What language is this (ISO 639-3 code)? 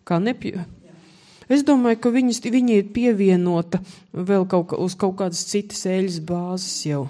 lav